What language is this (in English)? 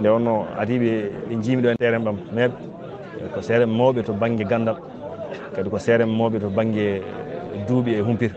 Fula